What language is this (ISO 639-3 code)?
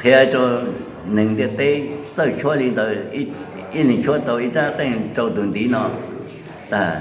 hmn